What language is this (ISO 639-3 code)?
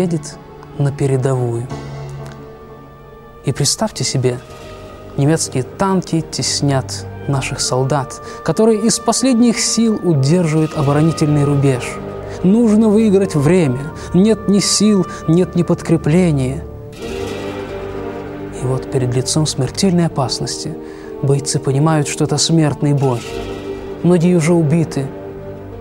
rus